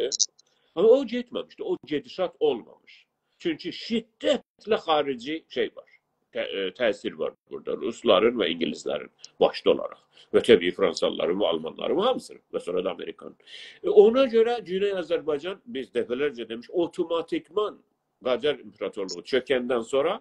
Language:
South Azerbaijani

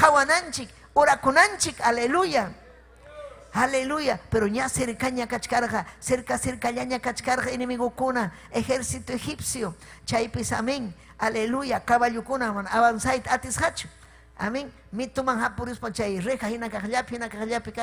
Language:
Ayacucho Quechua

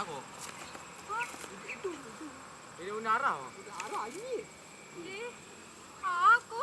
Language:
Minangkabau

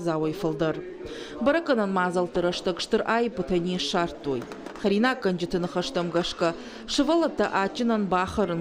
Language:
Ossetic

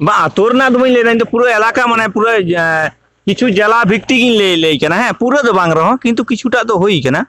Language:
Santali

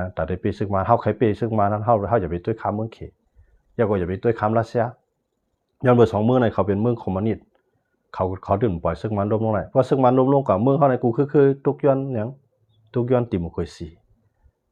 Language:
Shan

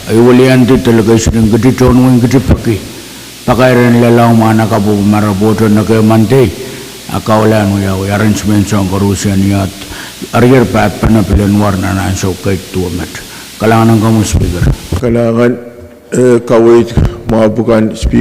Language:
Pohnpeian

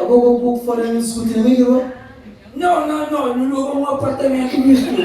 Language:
Kabuverdianu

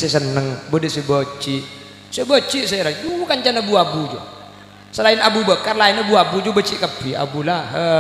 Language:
Madurese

